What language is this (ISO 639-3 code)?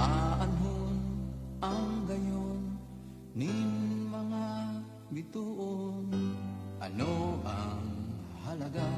bik